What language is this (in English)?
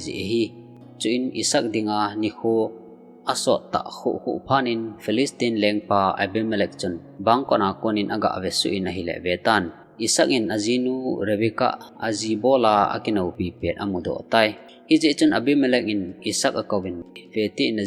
Thado Chin